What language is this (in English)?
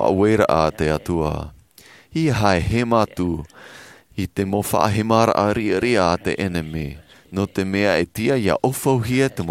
Tahitian